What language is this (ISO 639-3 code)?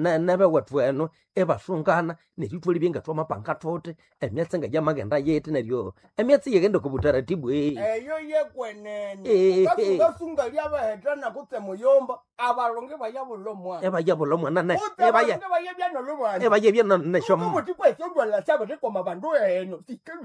nnb